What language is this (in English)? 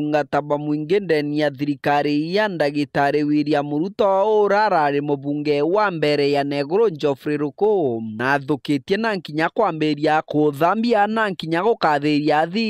Meru